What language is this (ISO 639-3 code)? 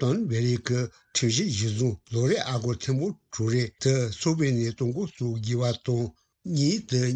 bod